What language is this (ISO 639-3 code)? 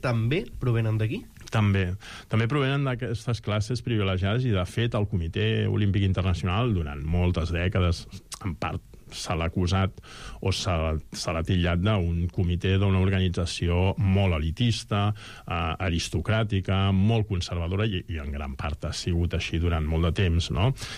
cat